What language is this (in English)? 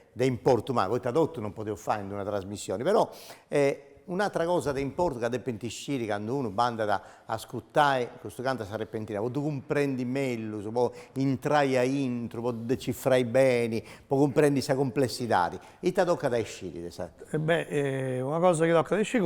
Sardinian